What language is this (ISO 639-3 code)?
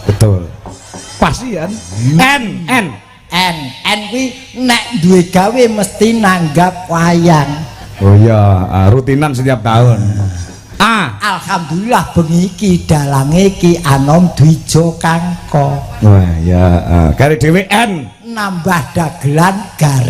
jav